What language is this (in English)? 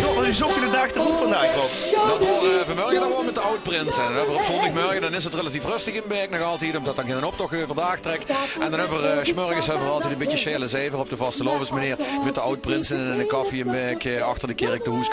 Limburgish